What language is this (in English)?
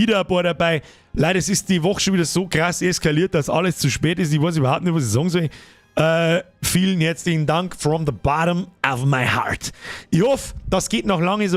Bavarian